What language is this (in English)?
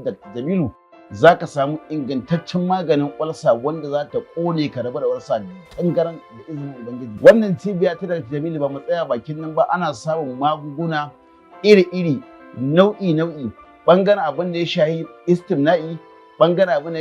Hausa